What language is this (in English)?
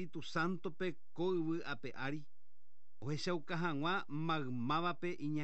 Guarani